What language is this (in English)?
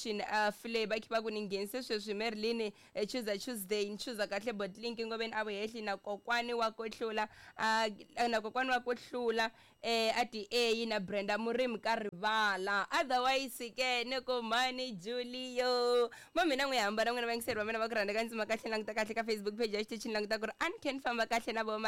Tsonga